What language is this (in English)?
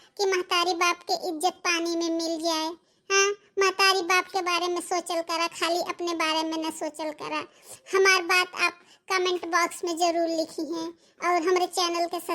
Bhojpuri